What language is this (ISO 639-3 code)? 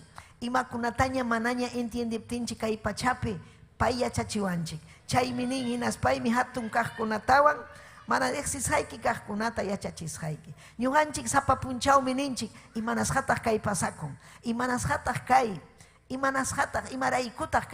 quy